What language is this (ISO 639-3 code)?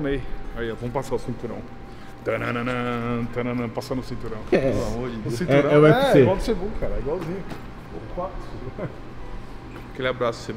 por